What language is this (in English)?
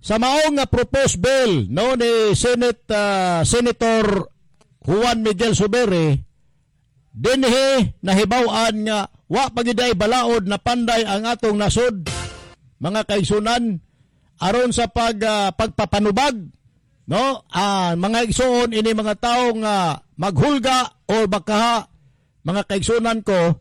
Cebuano